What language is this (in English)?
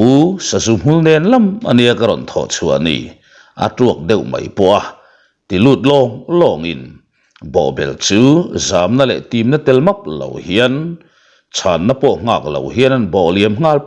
Mizo